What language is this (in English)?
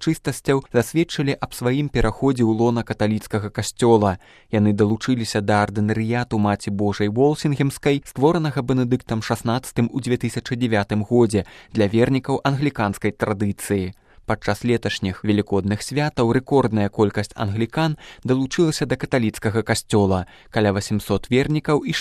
Belarusian